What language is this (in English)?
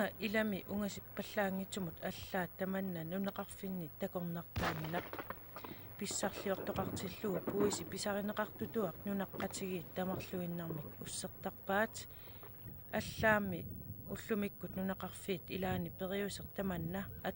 Kalaallisut